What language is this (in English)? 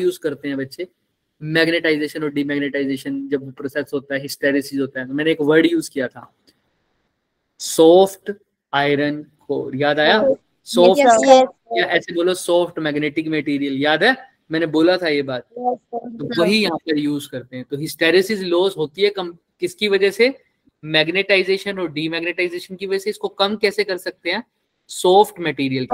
Hindi